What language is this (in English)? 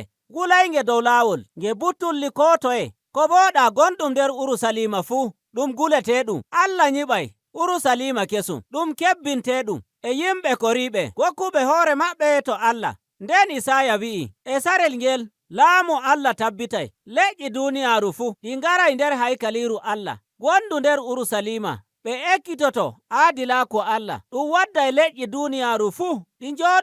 Nigerian Fulfulde